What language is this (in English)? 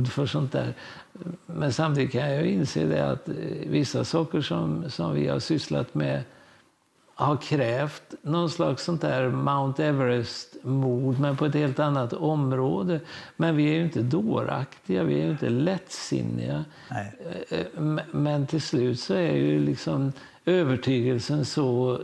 Swedish